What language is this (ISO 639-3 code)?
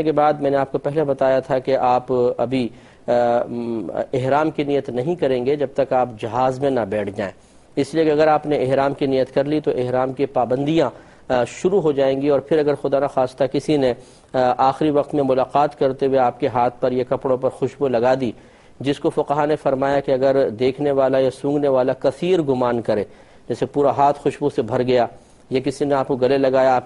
urd